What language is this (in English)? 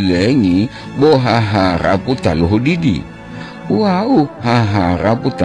Gorontalo